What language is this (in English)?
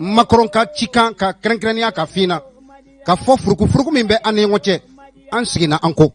Bambara